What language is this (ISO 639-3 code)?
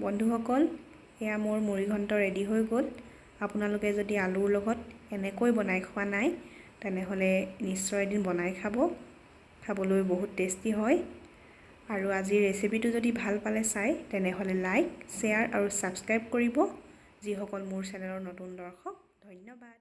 asm